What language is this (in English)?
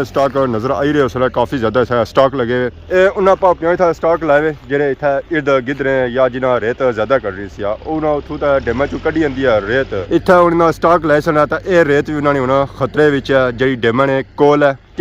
Pahari-Potwari